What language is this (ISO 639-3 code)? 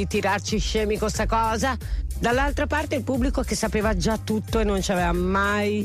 ita